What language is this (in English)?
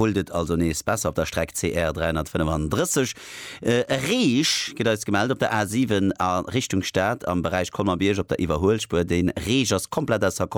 Luxembourgish